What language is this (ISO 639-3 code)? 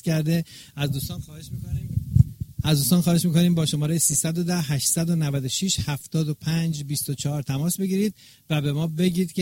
fas